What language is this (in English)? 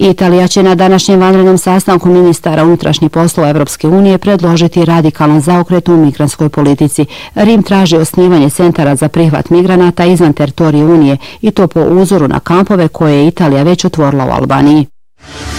Bosnian